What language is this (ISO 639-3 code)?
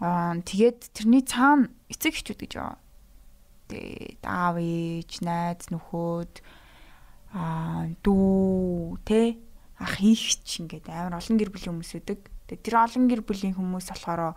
mon